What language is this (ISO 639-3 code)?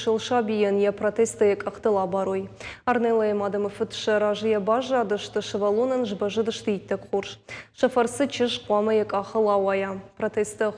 oss